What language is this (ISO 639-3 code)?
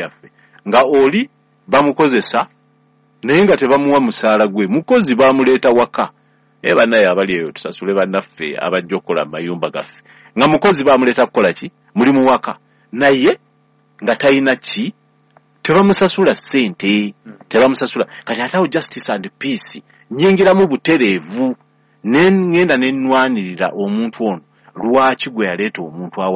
lug